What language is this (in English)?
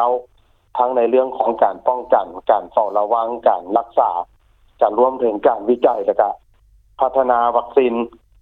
Lao